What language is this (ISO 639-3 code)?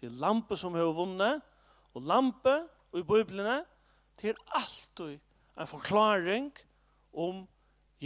fao